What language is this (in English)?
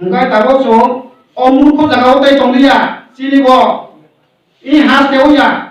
Kok Borok